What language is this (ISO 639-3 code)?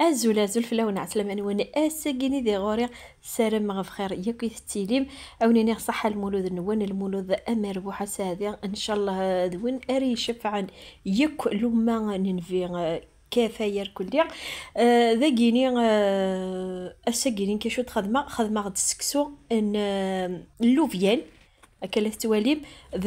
kab